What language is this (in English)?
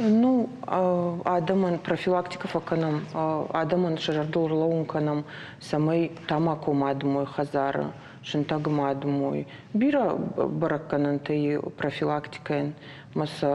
Ossetic